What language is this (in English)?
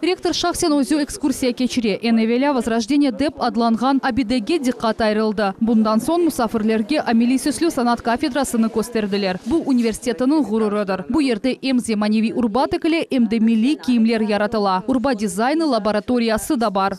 Crimean Tatar